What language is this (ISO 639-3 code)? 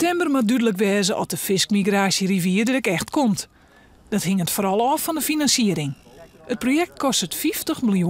fry